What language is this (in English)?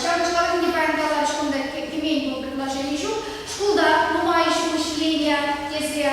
Chuvash